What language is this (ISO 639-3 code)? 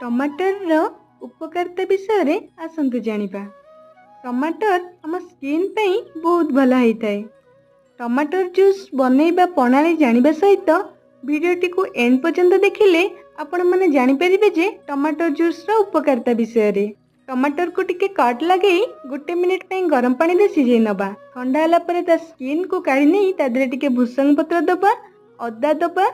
ori